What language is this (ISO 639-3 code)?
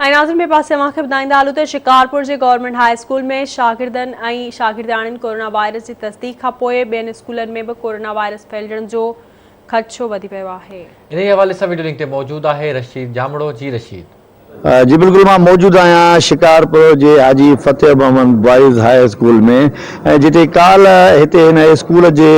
snd